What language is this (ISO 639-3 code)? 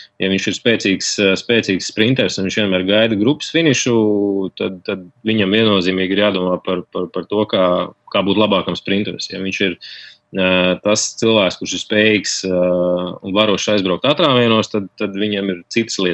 lav